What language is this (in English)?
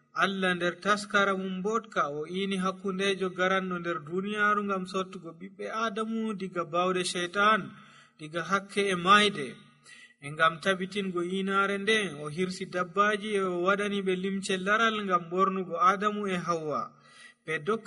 Nigerian Fulfulde